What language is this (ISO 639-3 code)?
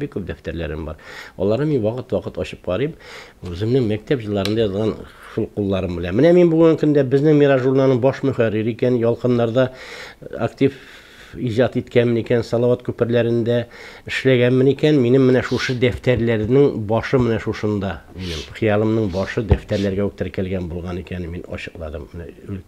tat